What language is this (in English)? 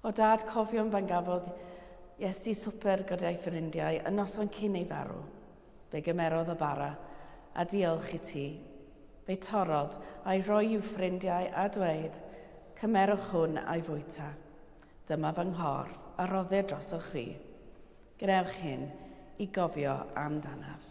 Welsh